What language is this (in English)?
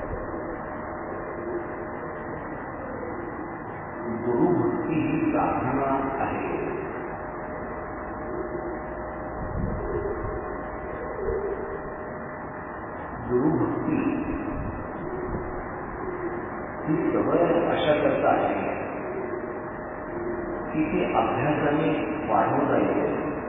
Marathi